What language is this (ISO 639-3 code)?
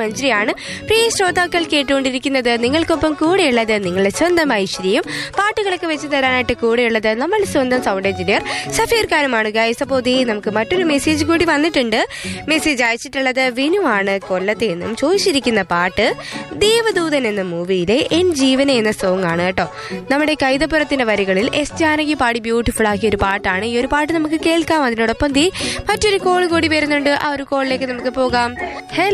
mal